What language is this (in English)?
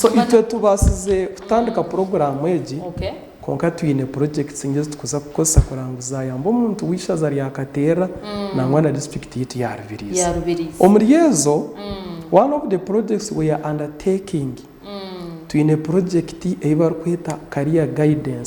Nyankole